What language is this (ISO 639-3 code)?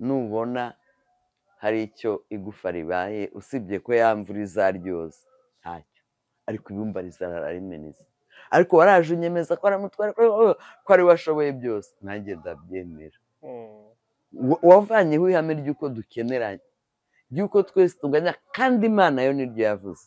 kin